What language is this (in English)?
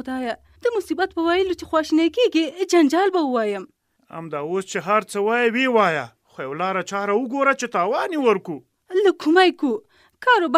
Pashto